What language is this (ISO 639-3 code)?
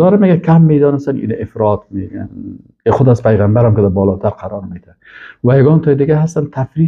fas